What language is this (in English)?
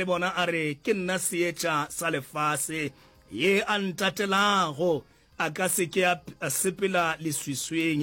Northern Sotho